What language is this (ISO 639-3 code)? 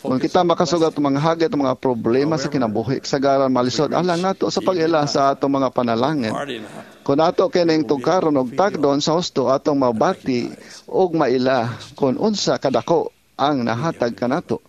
ceb